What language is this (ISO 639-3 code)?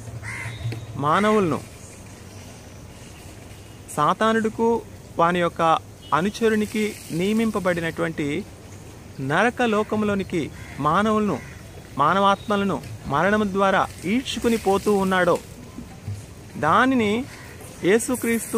tel